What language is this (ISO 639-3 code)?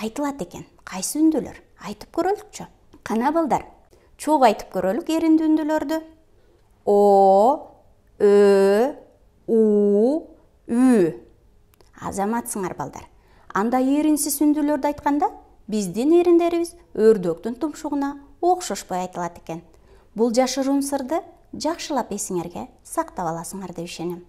kir